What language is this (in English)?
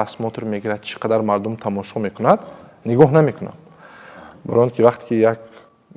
Tajik